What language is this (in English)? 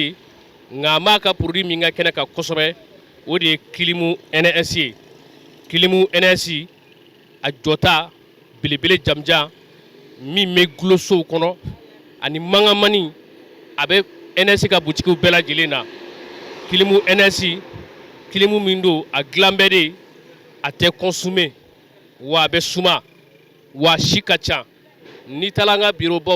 Bambara